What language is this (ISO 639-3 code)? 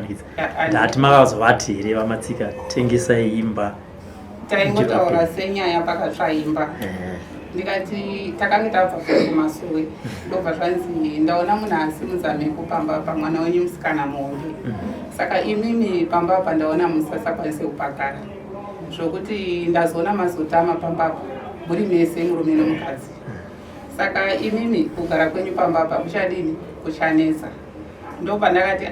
sna